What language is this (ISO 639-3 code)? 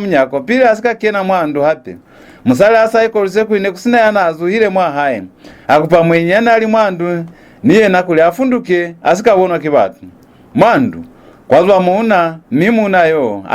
loz